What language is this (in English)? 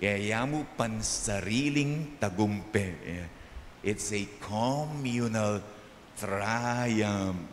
Pampanga